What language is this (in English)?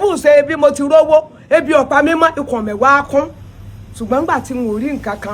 Yoruba